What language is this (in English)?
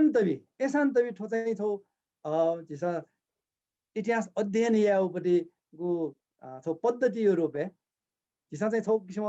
Newari